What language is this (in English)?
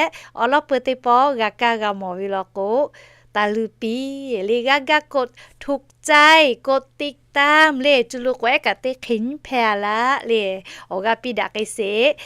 Lahu